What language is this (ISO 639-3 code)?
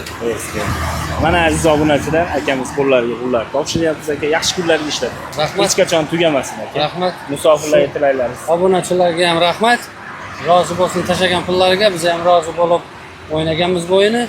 uzb